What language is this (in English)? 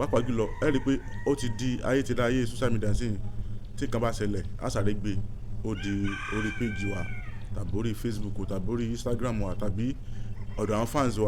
Yoruba